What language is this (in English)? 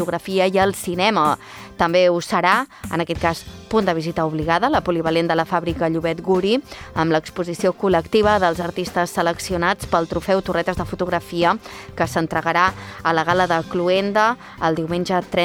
Catalan